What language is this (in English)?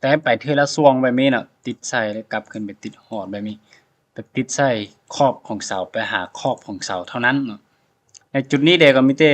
Lao